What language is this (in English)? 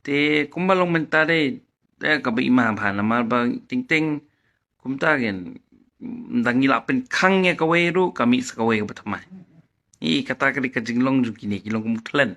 Khasi